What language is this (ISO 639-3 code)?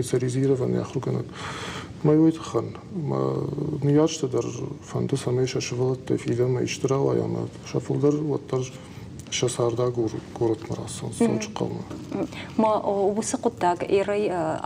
oss